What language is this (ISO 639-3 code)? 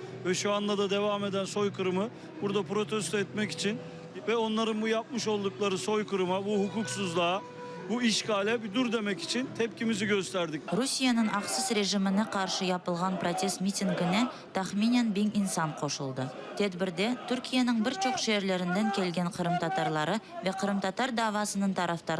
crh